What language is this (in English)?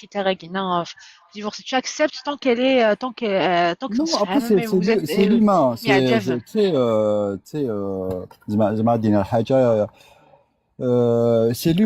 Kabyle